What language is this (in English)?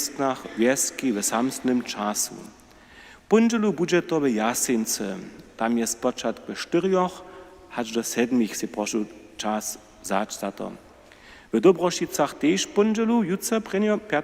Upper Sorbian